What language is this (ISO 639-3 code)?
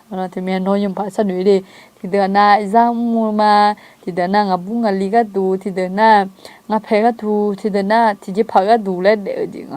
ahk